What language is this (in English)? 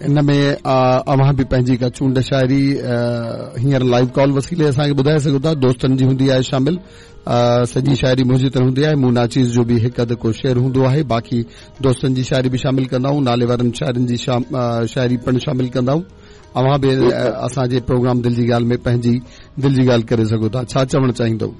Sindhi